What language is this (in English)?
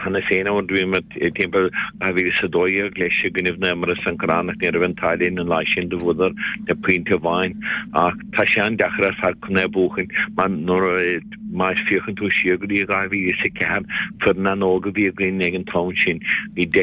Irish